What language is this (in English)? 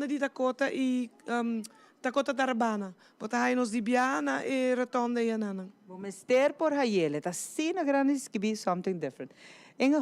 Papiamento